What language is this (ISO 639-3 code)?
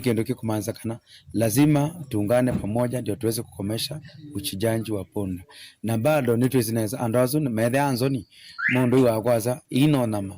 kam